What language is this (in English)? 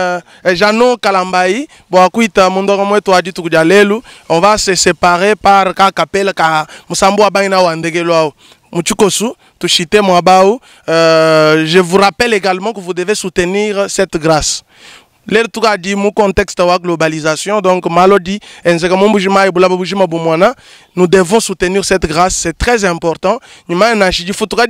Luba-Lulua